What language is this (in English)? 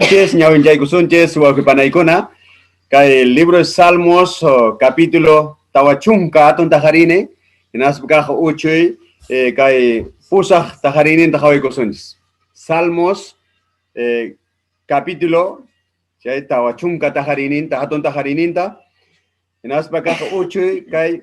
Ayacucho Quechua